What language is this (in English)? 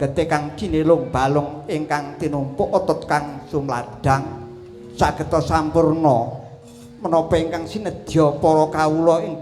Javanese